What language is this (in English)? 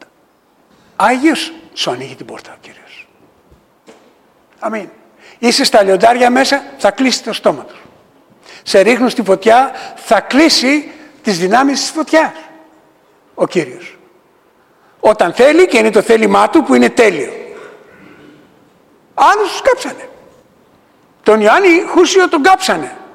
Greek